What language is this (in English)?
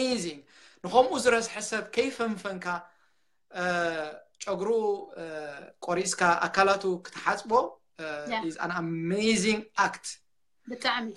Tigrinya